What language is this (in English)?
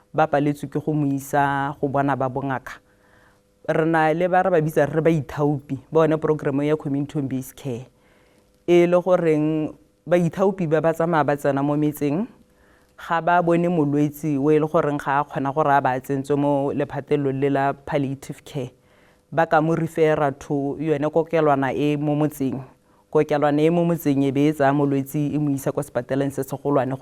Tswana